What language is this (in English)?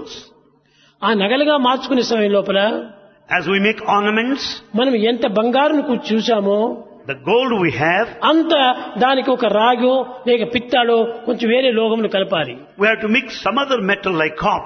Telugu